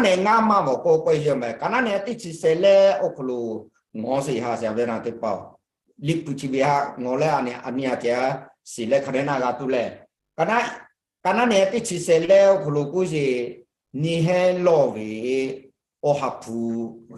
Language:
Lahu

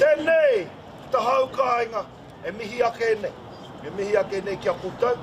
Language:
Māori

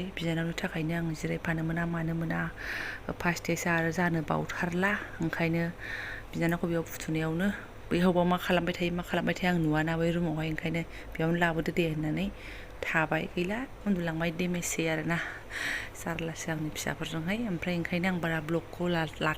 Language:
Bodo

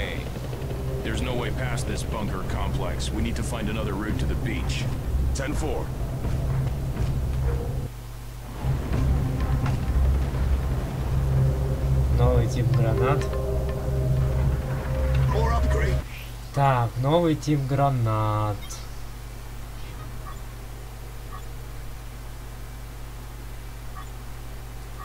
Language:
Russian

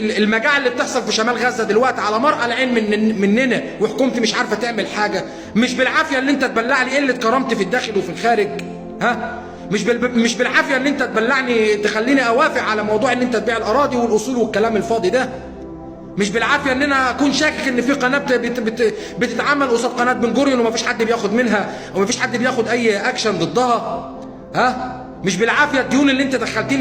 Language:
Egyptian Arabic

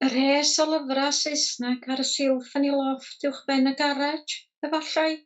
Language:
Welsh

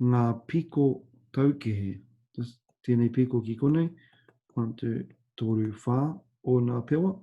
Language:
Māori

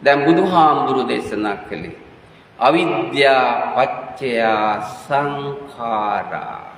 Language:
Sinhala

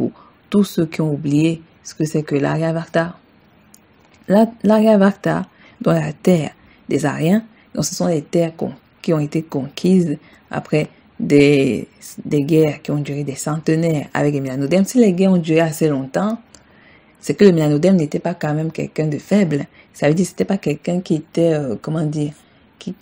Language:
French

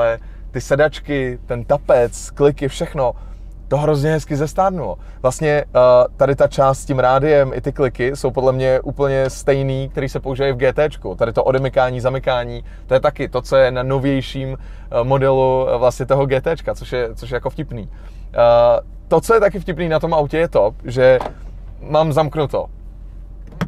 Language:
Czech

